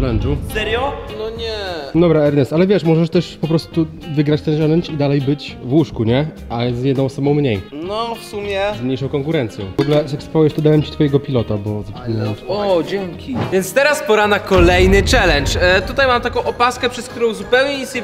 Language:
Polish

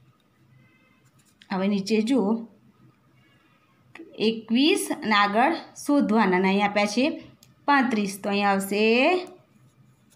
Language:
Gujarati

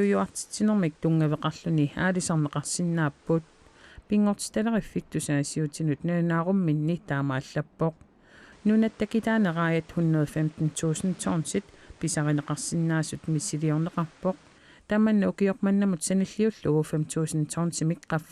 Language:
Kalaallisut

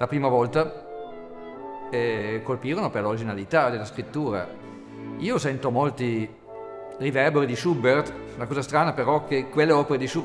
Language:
Italian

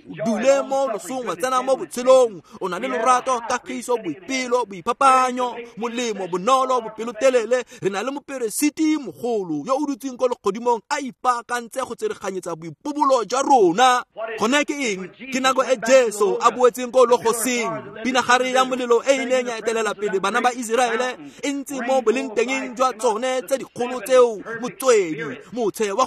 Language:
Tswana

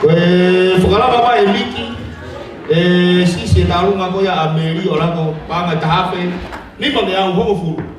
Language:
Tongan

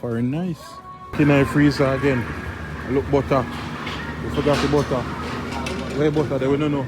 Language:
Jamaican Creole English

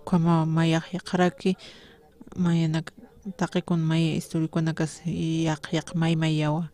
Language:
Aymara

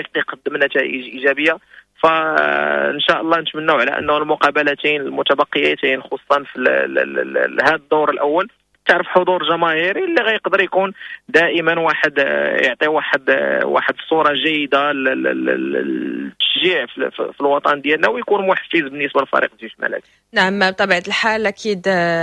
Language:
Moroccan Arabic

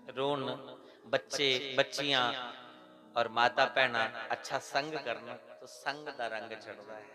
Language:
Dogri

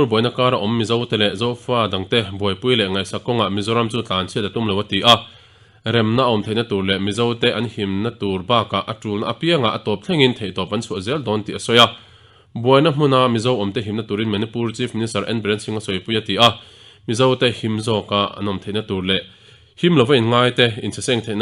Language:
Mizo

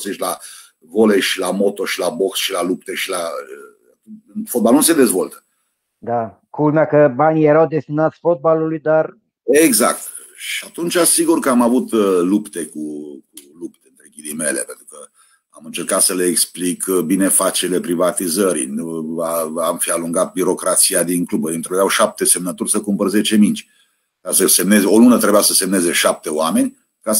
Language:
Romanian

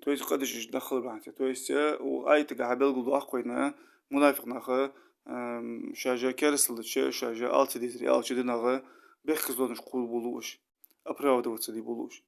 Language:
Ingush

